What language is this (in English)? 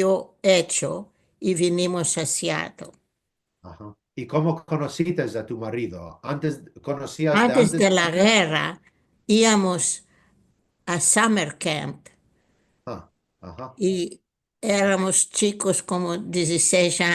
Ladino